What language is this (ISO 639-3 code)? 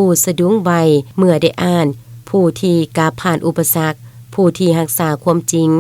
lao